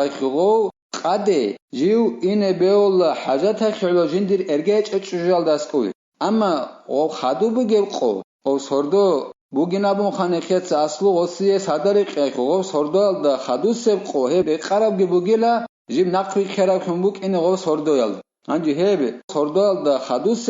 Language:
Avaric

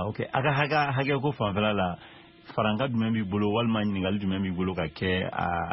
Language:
Bambara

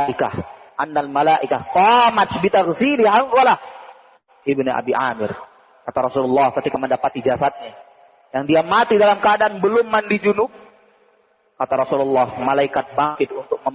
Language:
Indonesian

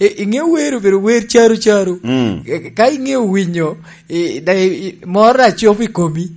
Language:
Lango (Uganda)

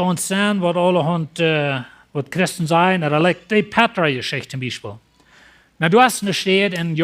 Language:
Plautdietsch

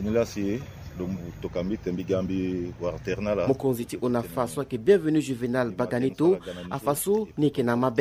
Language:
Sango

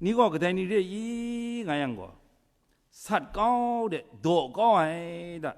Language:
Kachin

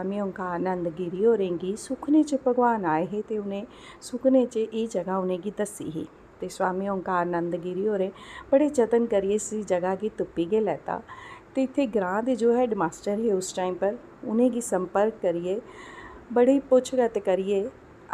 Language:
Dogri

